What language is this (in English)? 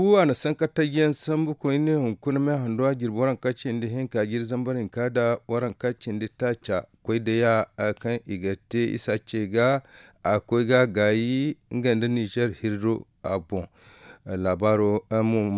Zarma